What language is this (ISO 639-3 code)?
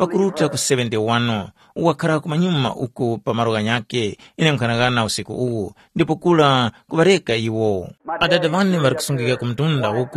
tum